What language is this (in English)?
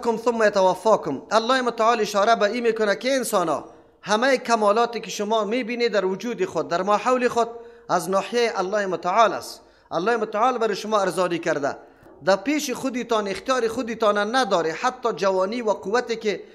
Persian